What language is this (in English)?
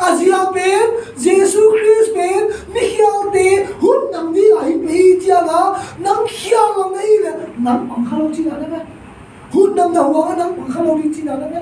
Tedim Chin